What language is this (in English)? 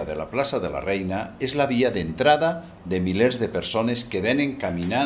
Catalan